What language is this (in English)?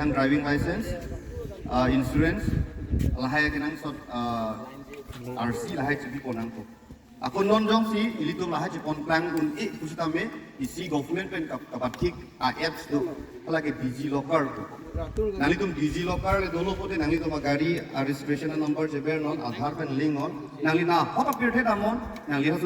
Karbi